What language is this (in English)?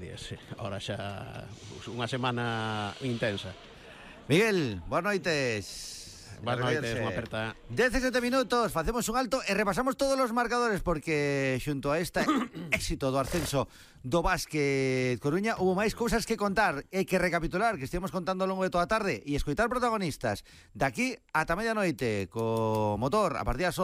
Galician